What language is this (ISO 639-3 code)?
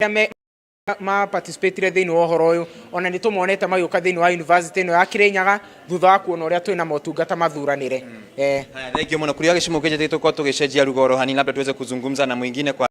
kik